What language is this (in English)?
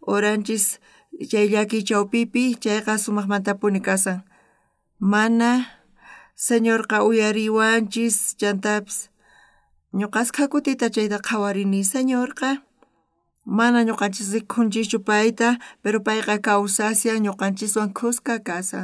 South Bolivian Quechua